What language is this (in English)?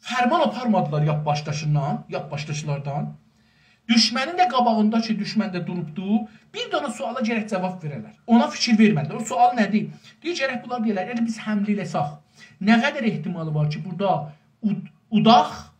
South Azerbaijani